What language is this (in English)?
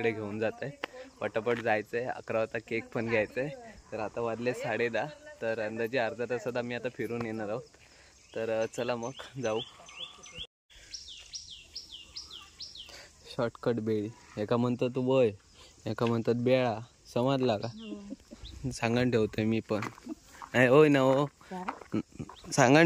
Marathi